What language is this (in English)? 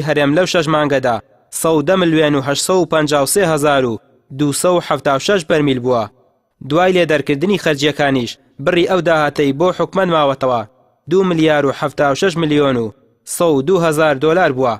Central Kurdish